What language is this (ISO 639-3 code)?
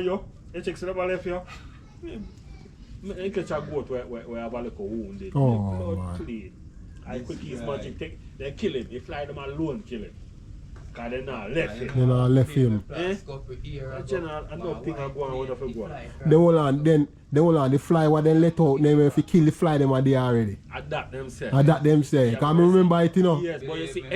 jam